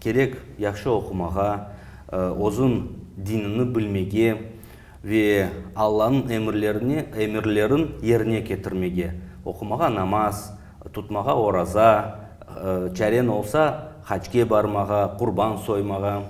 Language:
Crimean Tatar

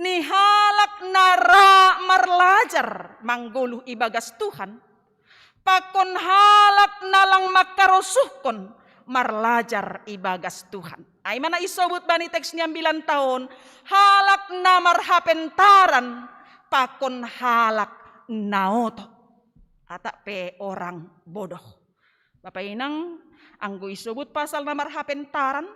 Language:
Batak Simalungun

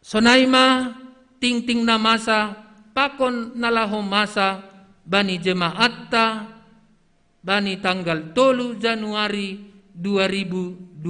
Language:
Batak Simalungun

